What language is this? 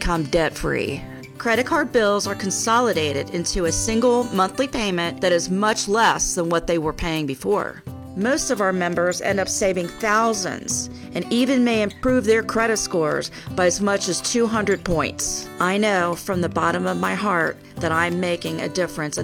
English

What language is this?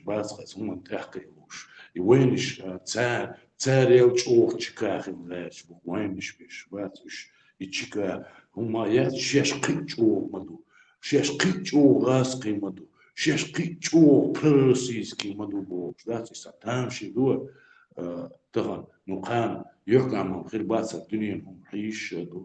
Chechen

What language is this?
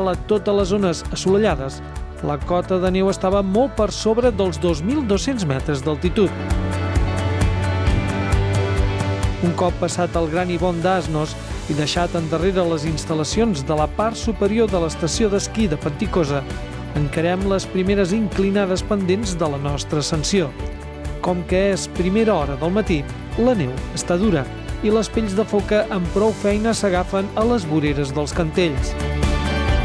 Catalan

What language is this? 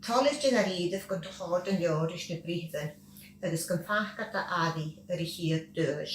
Scottish Gaelic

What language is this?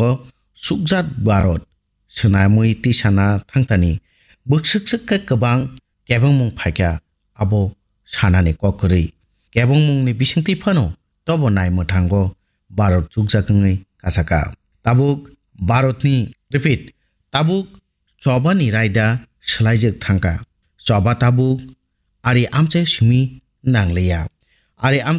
Kok Borok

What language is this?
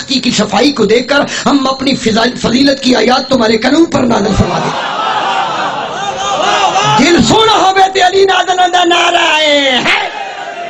Urdu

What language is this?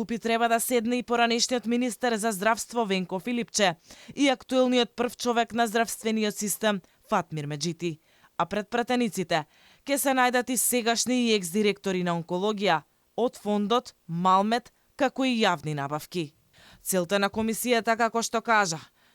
Macedonian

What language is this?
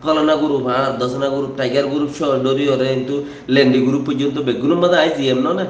Rohingya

